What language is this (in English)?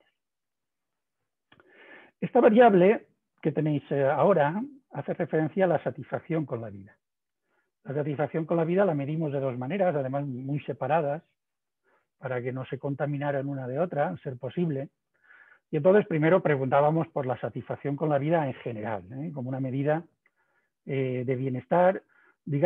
Spanish